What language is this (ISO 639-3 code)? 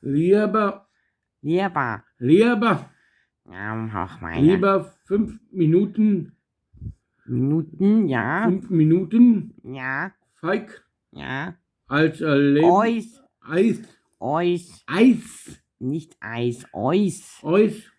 bar